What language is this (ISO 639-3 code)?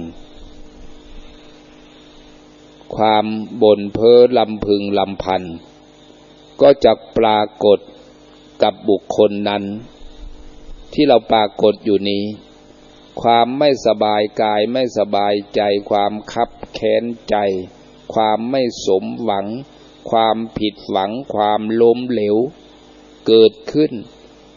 tha